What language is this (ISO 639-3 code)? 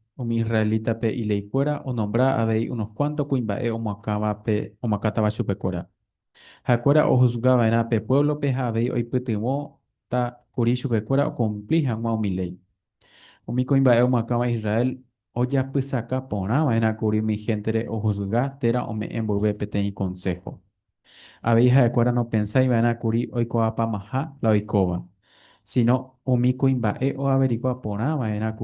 grn